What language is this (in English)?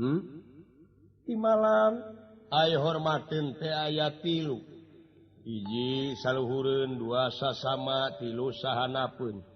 Sundanese